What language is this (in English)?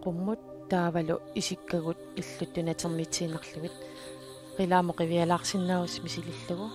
Kalaallisut